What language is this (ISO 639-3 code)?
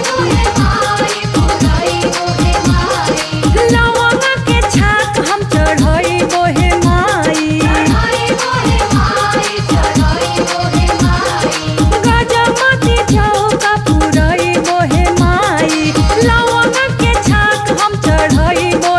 bho